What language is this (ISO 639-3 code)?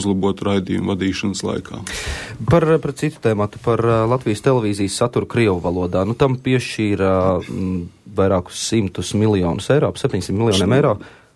lav